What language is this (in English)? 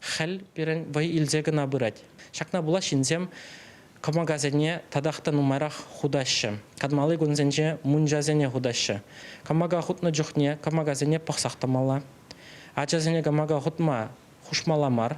Chuvash